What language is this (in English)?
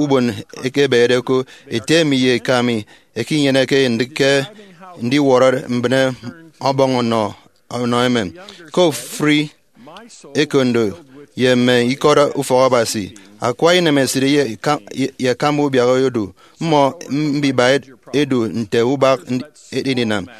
Efik